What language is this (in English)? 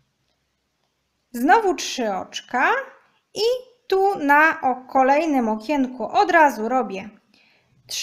Polish